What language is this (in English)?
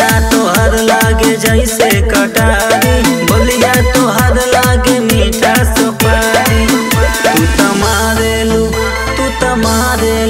Bhojpuri